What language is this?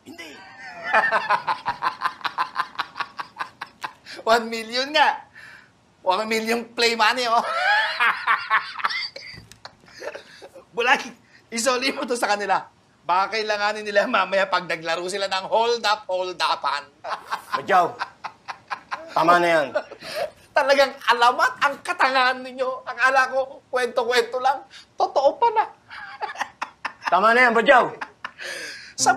Filipino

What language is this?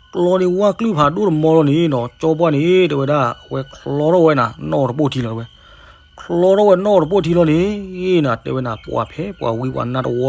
S'gaw Karen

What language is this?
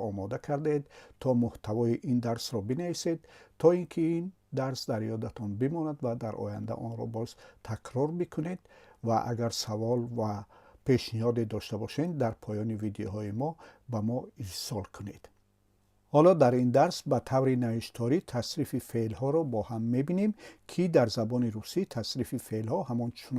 Tajik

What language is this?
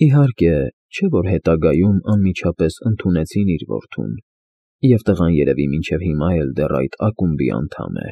Armenian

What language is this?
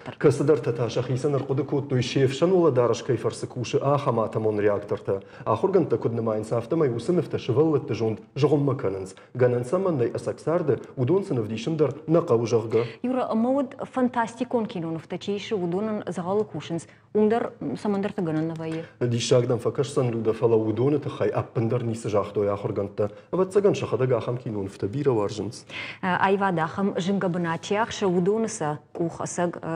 Ossetic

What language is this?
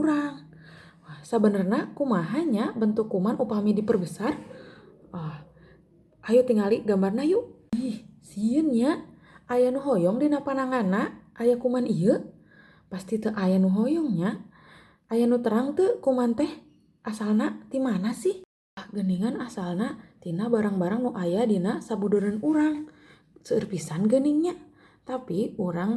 Sundanese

